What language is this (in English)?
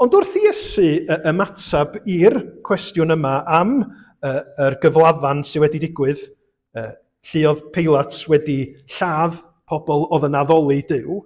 Welsh